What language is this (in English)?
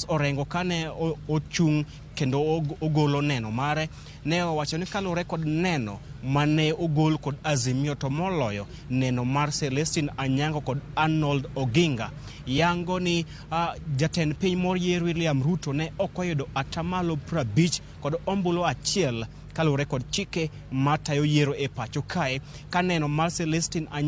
Luo (Kenya and Tanzania)